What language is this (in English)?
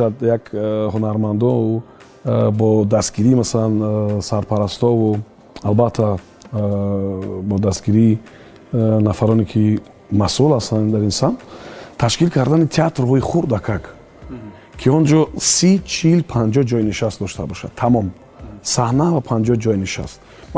Tajik